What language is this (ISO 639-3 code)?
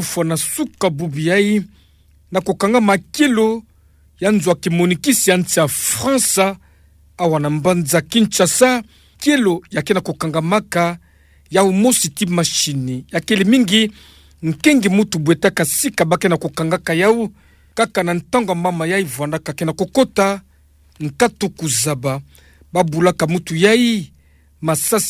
ktu